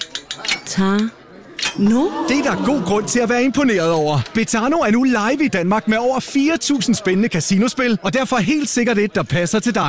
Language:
Danish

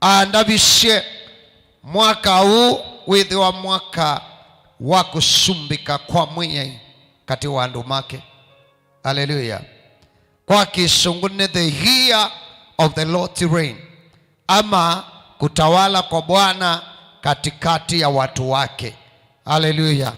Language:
Kamba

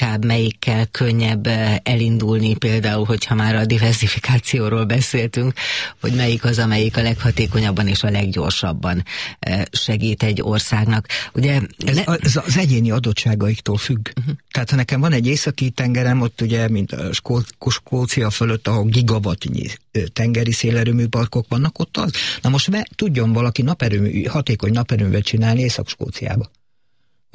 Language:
Hungarian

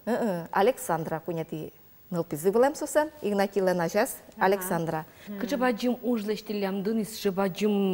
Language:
Udmurt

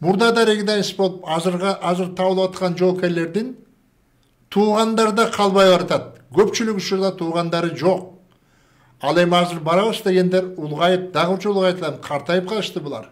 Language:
Kyrgyz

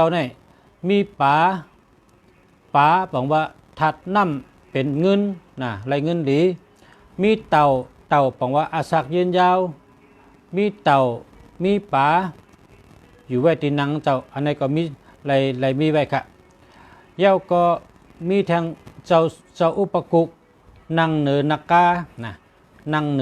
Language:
Shan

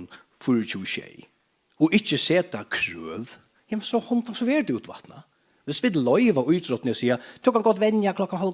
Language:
Faroese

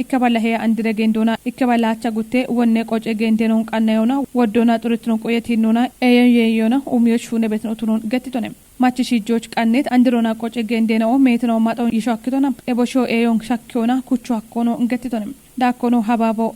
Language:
Kafa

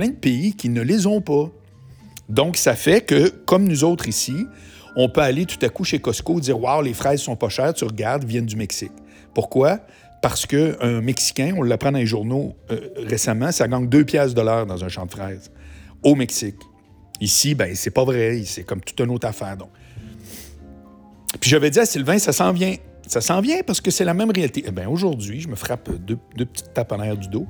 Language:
French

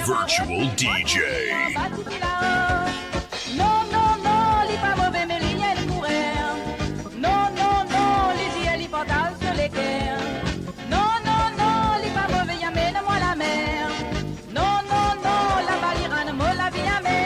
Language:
Morisyen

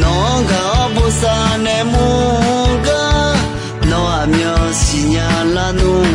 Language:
Akha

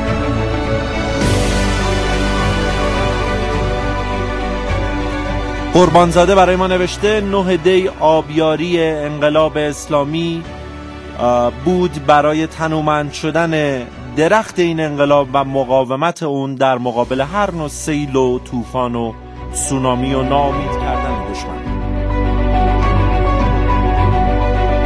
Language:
Persian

